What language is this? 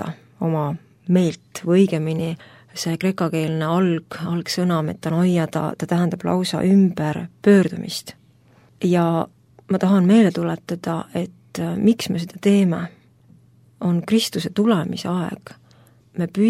Estonian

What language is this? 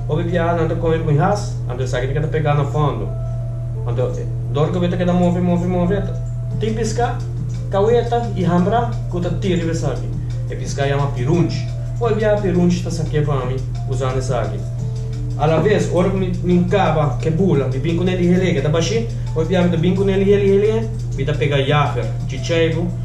Papiamento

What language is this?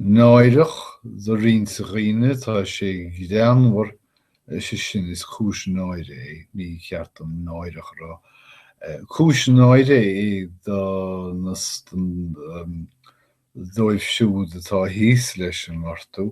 Irish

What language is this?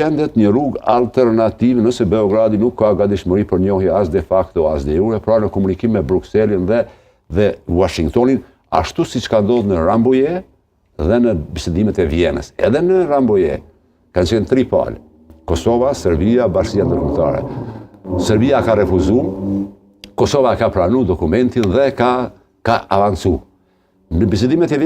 Albanian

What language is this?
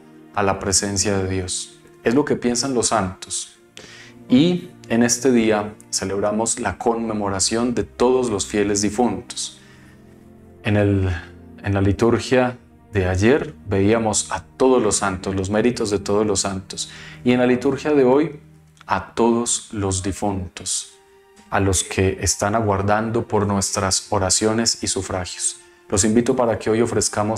Spanish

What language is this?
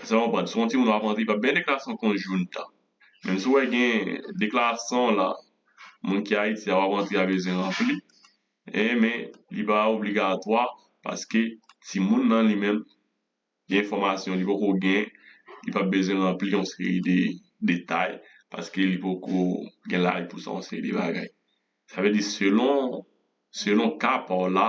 Haitian Creole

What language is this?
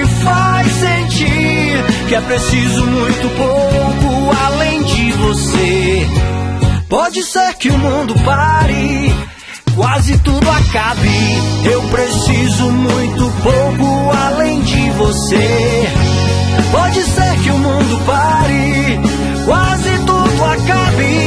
Portuguese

